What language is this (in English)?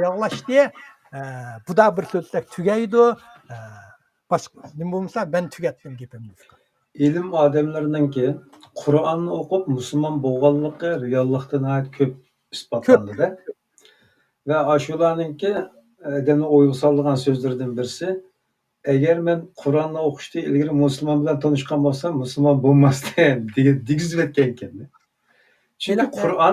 Uyghur